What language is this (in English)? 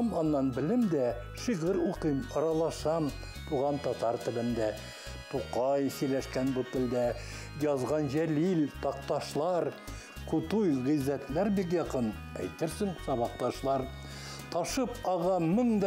Tatar